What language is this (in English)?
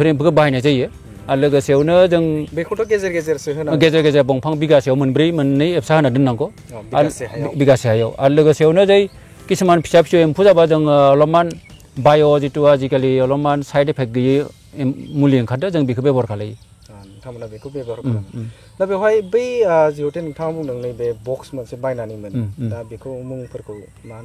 Bodo